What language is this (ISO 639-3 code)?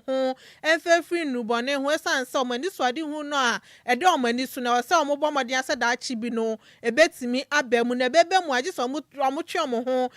aka